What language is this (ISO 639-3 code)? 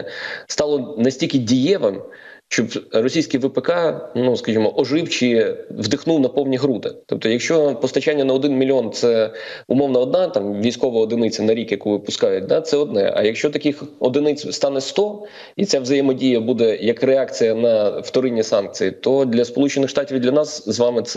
ukr